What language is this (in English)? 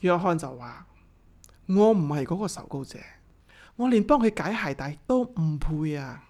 Cantonese